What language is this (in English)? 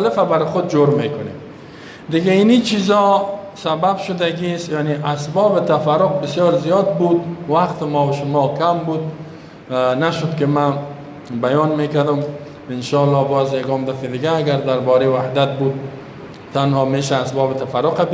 Persian